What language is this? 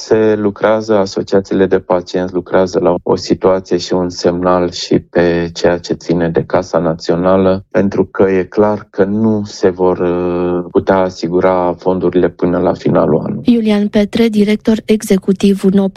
Romanian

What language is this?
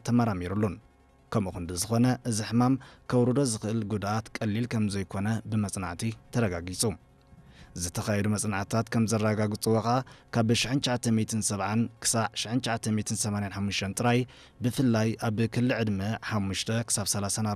Tigrinya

